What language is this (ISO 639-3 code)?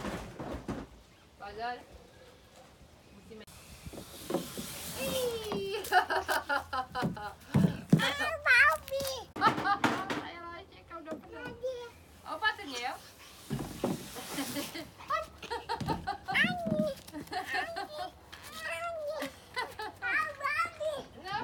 ces